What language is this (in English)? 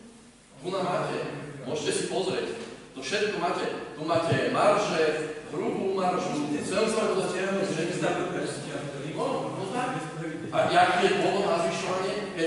Slovak